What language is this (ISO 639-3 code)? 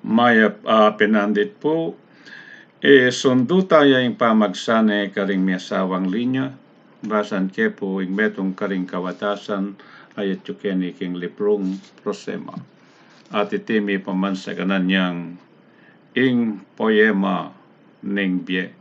pam